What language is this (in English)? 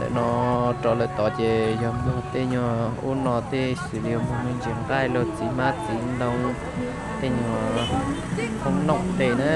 Hmong